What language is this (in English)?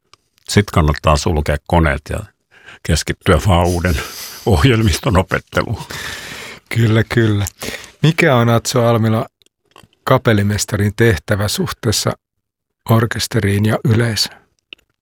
Finnish